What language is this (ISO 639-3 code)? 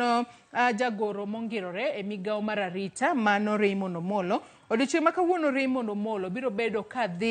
luo